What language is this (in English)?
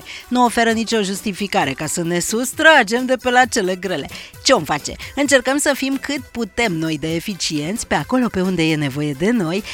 Romanian